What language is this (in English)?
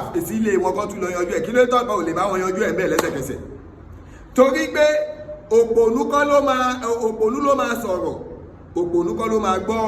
Yoruba